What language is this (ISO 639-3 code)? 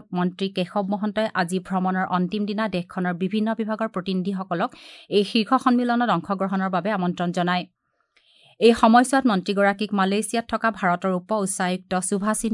asm